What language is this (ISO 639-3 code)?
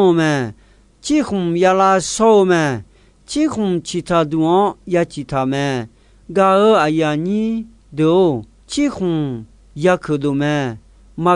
ahk